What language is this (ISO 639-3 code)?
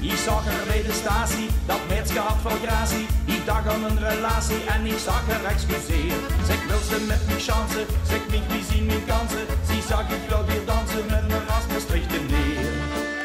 lim